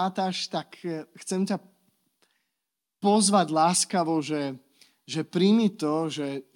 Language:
Slovak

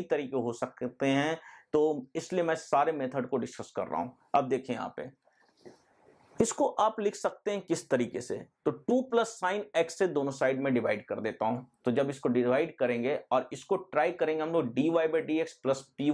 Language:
Hindi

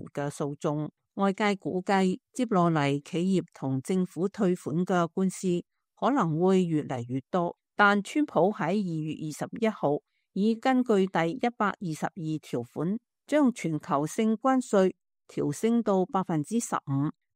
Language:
Cantonese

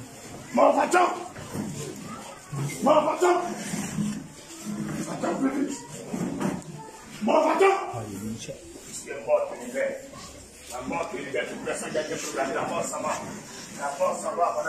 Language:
French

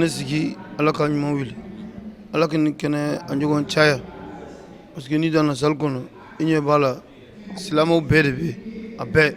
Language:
Bambara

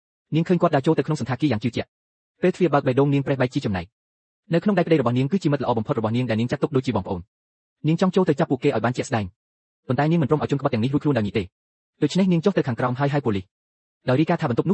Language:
Khmer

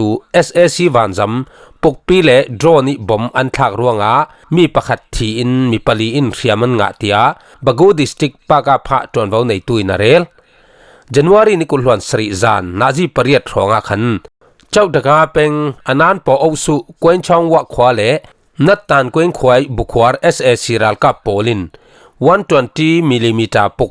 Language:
Falam Chin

